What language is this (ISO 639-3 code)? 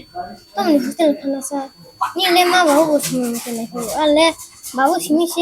trp